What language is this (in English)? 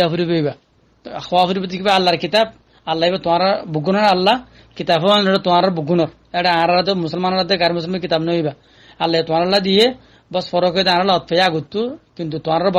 Rohingya